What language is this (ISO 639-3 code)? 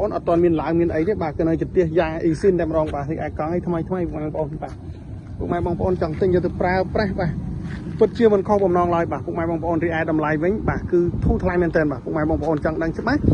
khm